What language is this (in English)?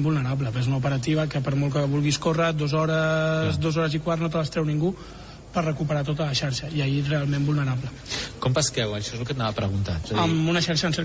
Catalan